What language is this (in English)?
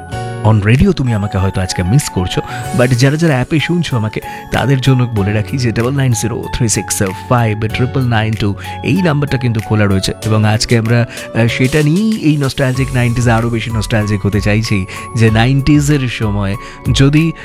Bangla